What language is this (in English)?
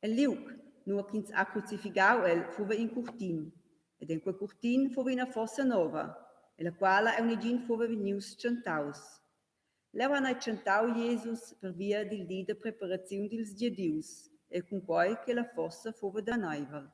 Romansh